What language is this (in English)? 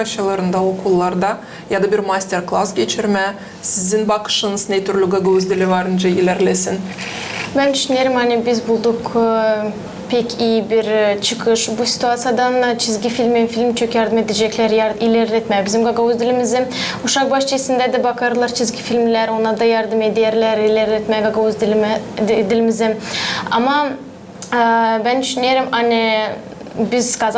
Gagauz